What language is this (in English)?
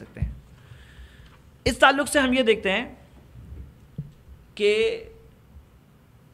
Urdu